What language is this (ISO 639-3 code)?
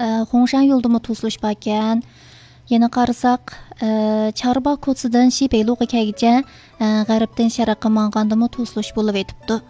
uig